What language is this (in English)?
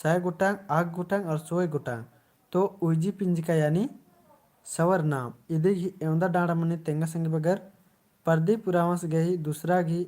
Kurukh